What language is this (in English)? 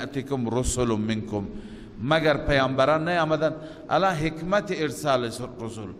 Persian